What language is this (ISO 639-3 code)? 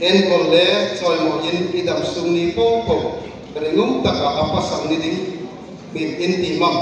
hmr